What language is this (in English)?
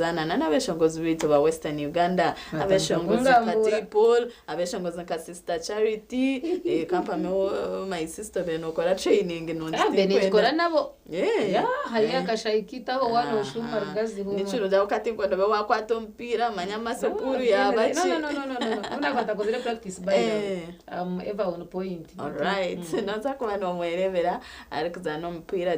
Nyankole